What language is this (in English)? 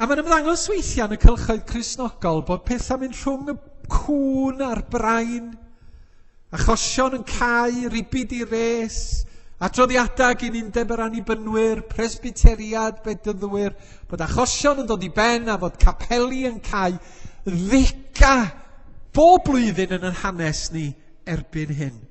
Welsh